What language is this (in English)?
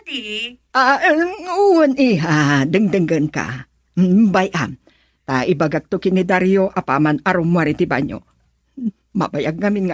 Iloko